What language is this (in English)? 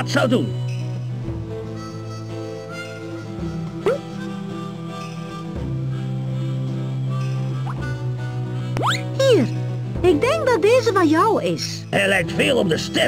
Dutch